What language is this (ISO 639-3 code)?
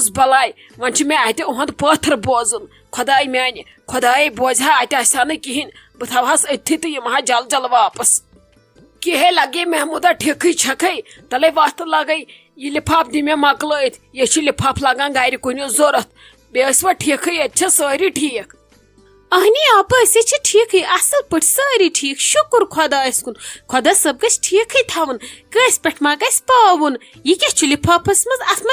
kas